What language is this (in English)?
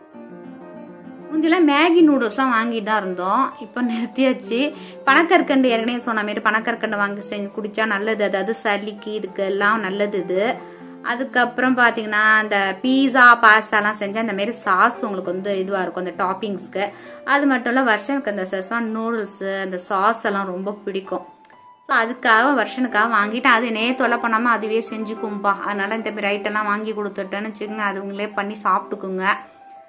Tamil